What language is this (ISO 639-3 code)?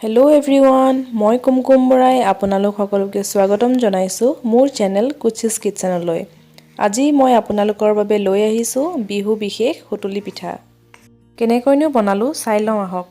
asm